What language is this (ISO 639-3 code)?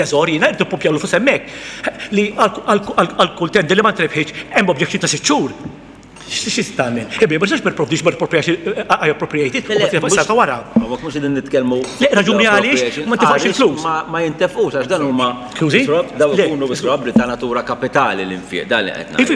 mlt